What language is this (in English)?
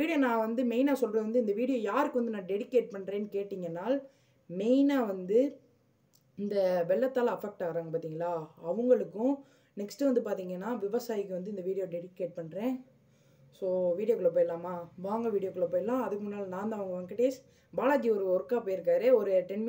Tamil